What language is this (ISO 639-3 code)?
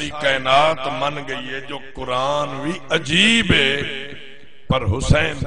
skr